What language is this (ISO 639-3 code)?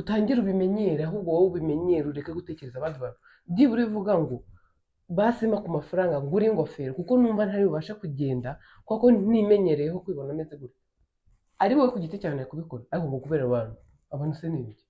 kin